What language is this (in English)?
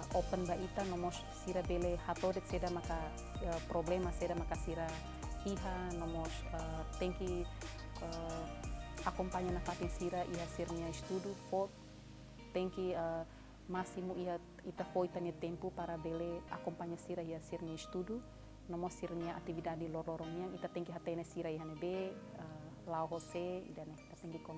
Tetum